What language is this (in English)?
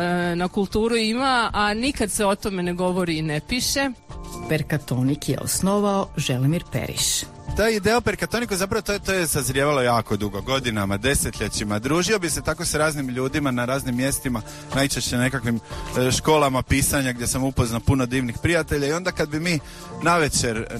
Croatian